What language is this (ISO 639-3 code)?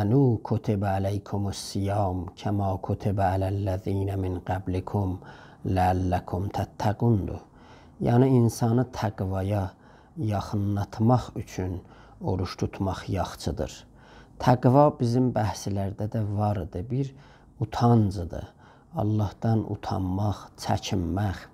azb